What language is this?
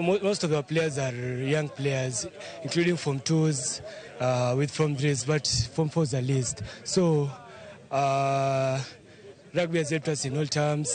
Luo (Kenya and Tanzania)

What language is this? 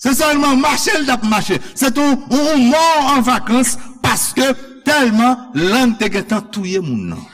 Haitian Creole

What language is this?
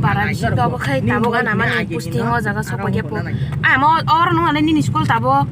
Kok Borok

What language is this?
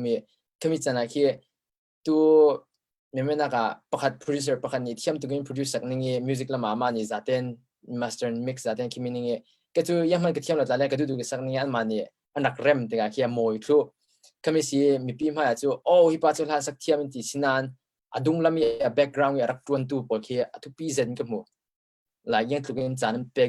Falam Chin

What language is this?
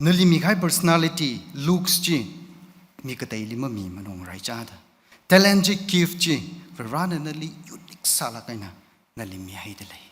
Tangkhul Naga (India)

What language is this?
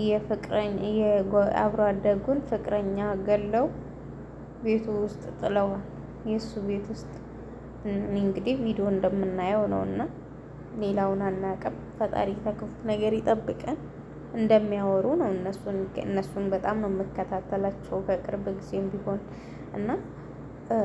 Amharic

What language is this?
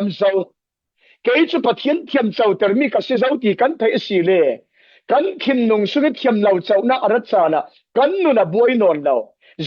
Falam Chin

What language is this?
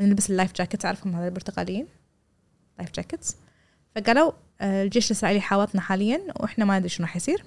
Gulf Arabic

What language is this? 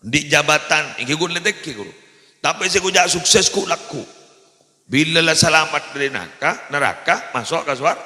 Madurese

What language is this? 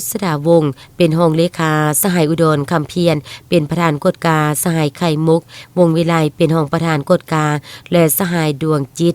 Lao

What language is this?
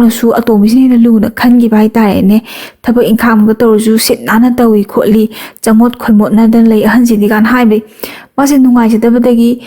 Manipuri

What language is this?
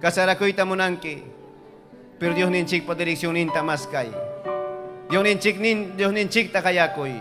Ayacucho Quechua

